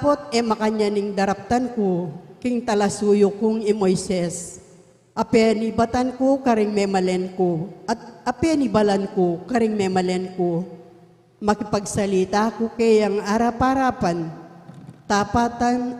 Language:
Pampanga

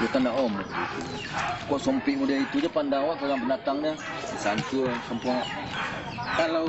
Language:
Minangkabau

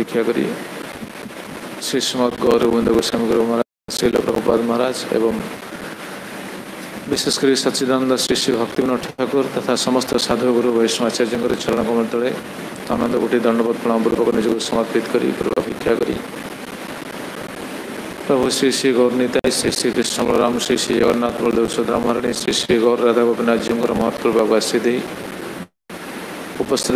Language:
Odia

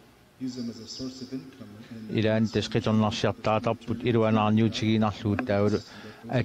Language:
Kalaallisut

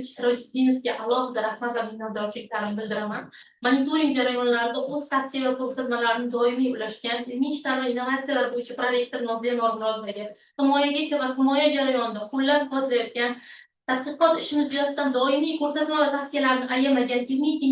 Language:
Uzbek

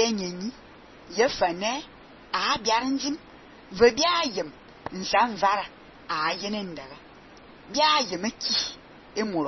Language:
Fang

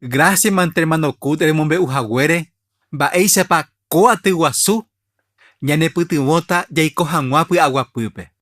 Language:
Guarani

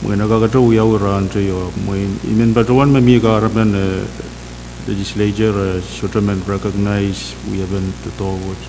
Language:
Pohnpeian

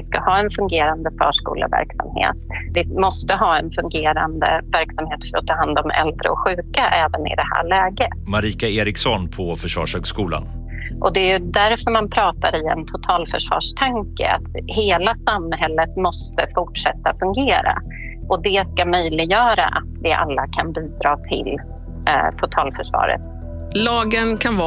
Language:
Swedish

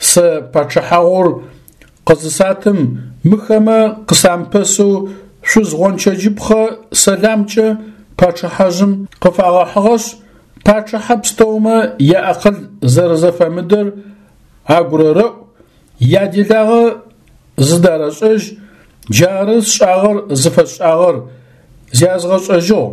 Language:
Adyghe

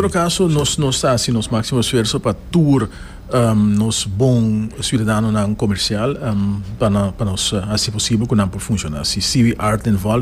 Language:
Papiamento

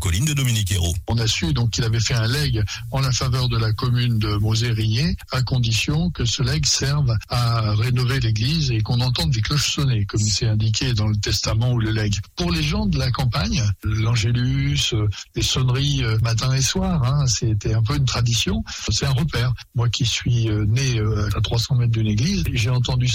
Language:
French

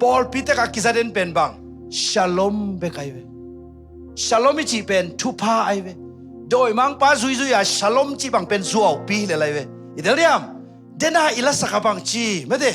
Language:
Tedim Chin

